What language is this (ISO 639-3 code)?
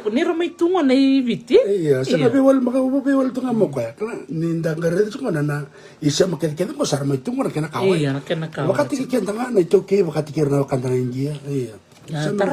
fij